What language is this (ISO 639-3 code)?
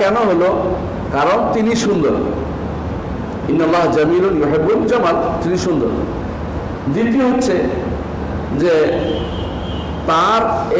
ben